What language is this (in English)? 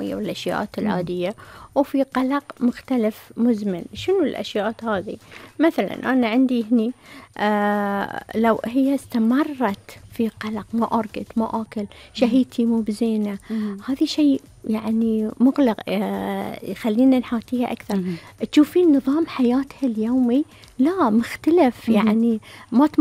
Gulf Arabic